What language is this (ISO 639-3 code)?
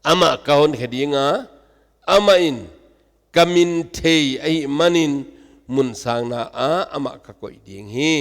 ctd